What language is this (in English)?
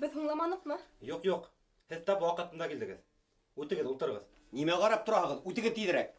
Bashkir